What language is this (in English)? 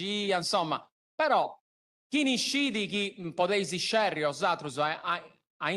Sardinian